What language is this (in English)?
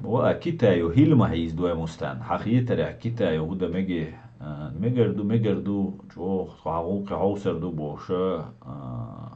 Chechen